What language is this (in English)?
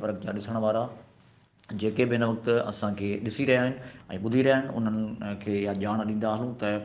Sindhi